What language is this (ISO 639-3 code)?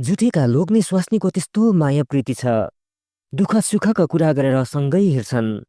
nep